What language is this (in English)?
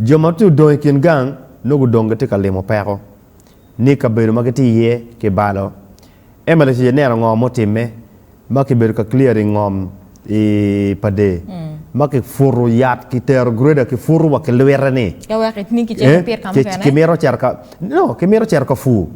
Acoli